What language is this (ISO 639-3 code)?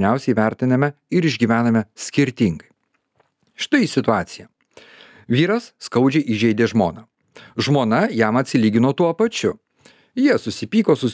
lit